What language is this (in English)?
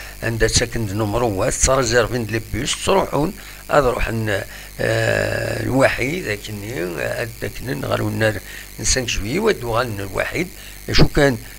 Kabyle